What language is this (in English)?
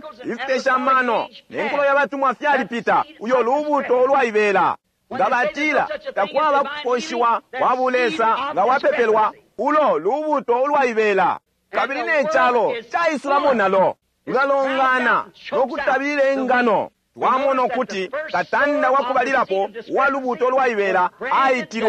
Bemba